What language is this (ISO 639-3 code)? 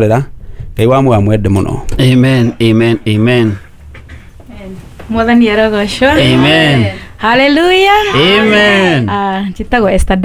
kik